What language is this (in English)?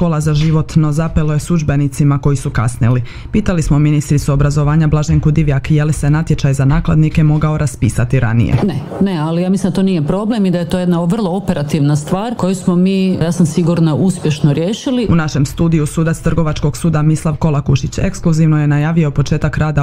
Croatian